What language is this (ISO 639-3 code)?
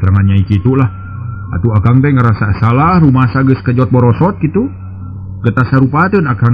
sun